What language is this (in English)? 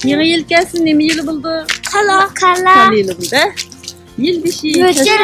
Uyghur